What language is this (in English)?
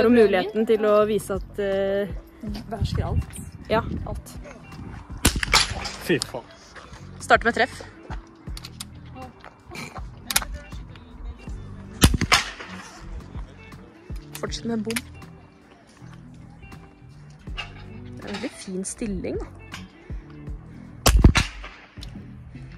Norwegian